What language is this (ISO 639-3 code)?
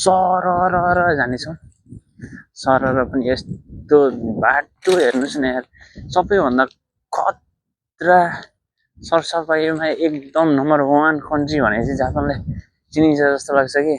nep